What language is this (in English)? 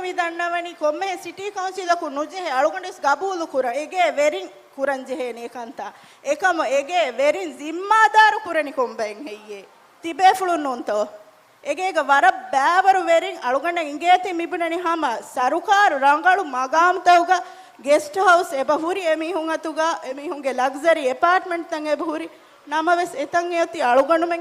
Divehi